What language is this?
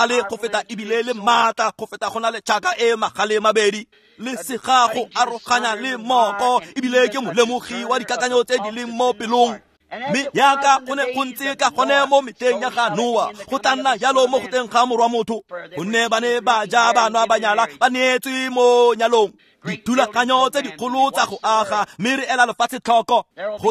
Tswana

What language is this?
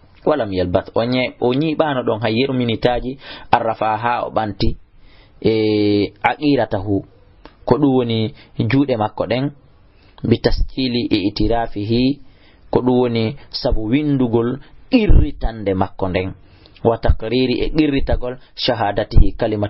Fula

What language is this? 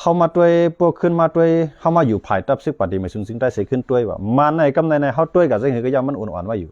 Shan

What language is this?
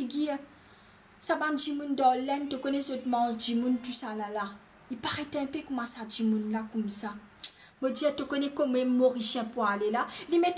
Morisyen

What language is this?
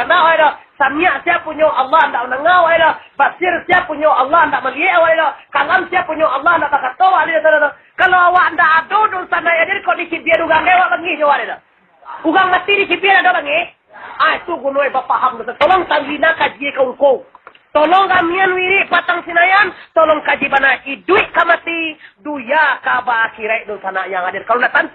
Minangkabau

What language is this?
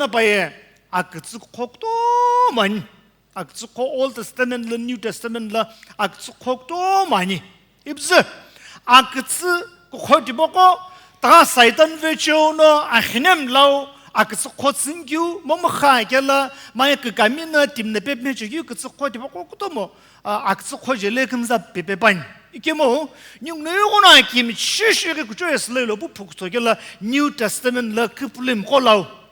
Sumi Naga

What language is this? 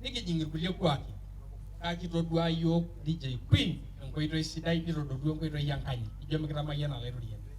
Masai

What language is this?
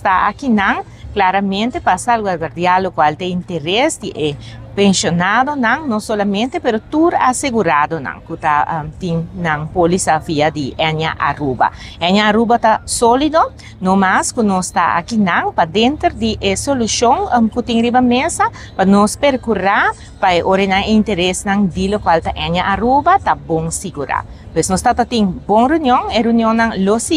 Papiamento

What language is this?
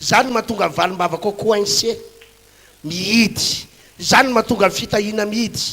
Malagasy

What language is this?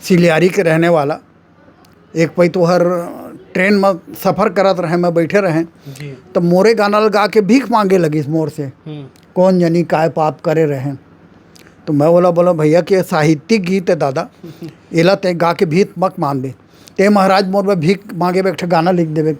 Chhattisgarhi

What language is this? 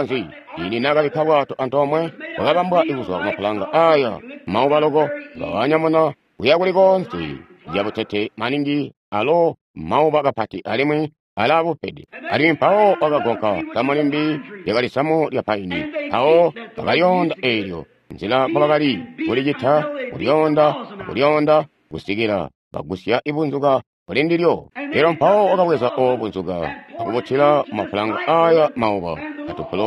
Tonga (Zambia)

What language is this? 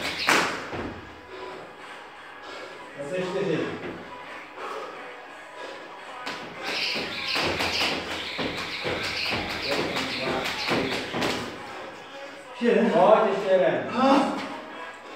Czech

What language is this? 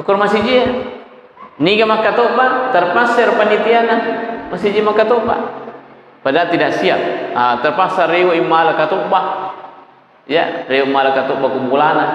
Buginese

